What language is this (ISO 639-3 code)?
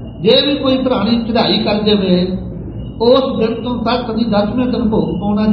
pan